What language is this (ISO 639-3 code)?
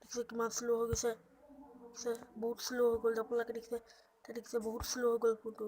asm